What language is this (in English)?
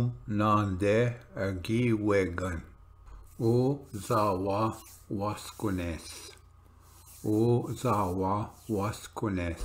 Ojibwa